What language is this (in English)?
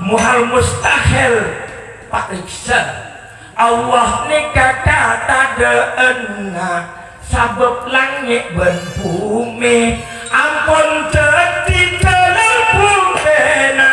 Madurese